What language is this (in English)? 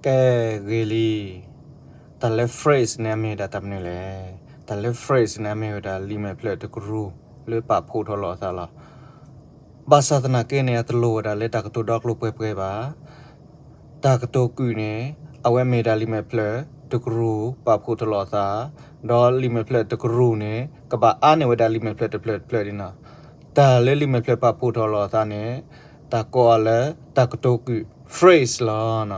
S'gaw Karen